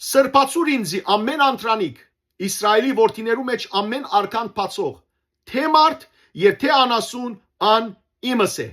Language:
Western Armenian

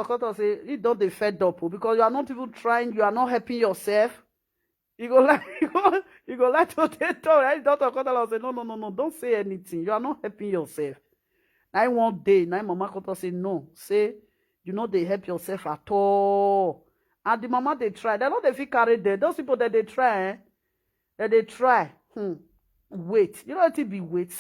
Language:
Nigerian Pidgin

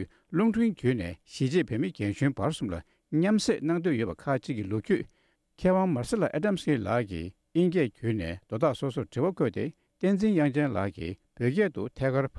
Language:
Tibetan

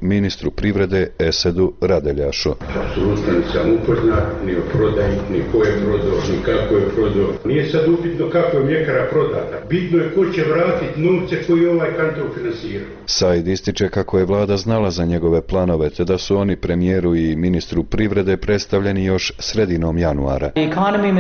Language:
Bosnian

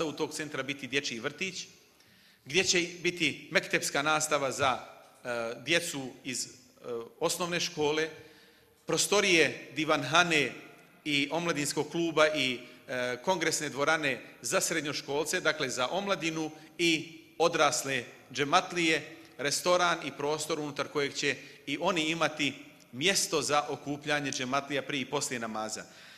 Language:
Bosnian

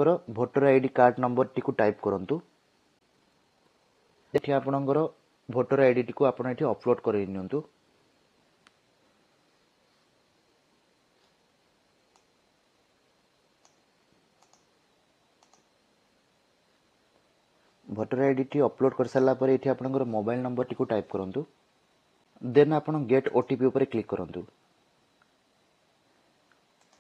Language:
Odia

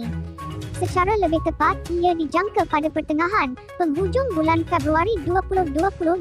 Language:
Malay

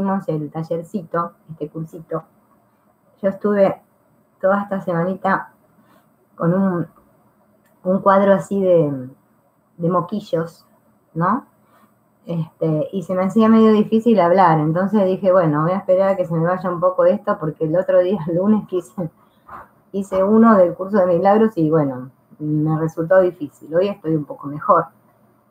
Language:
Spanish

